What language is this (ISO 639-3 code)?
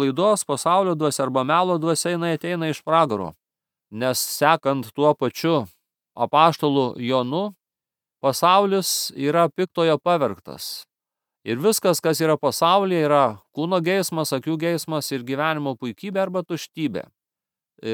lit